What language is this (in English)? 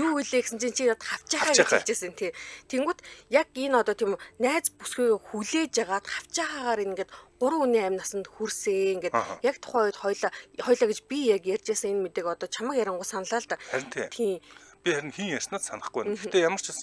Mongolian